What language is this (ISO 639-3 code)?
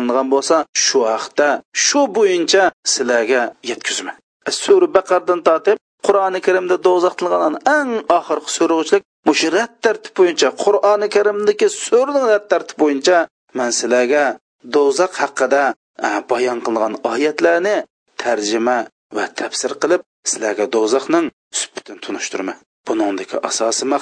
uig